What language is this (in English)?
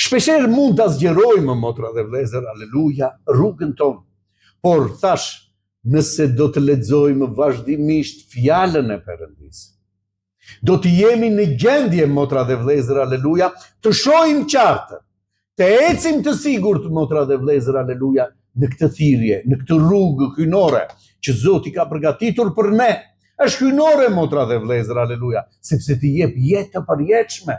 Albanian